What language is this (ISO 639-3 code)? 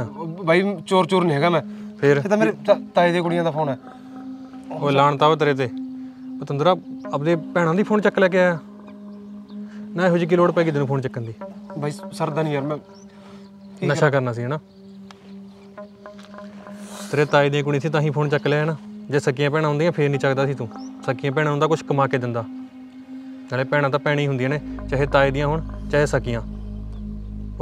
pan